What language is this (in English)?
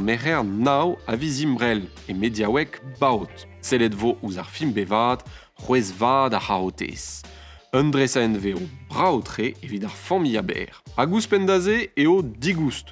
Breton